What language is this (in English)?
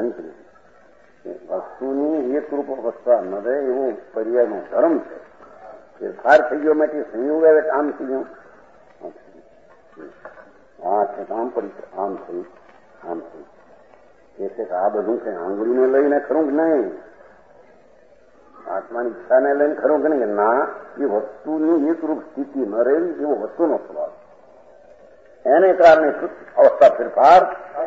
Gujarati